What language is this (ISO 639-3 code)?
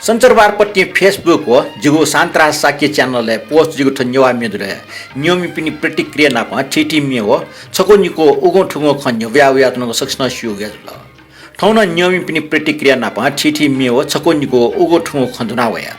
new